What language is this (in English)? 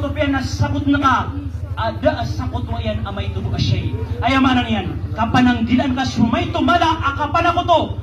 Maranao